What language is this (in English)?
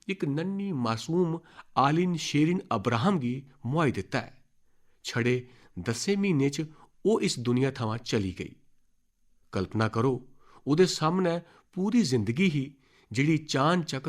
Dogri